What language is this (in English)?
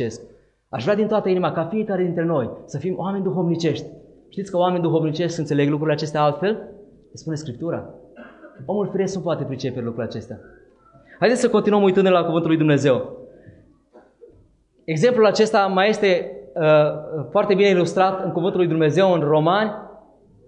Romanian